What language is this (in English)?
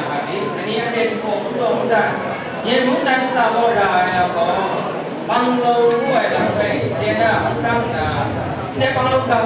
Kachin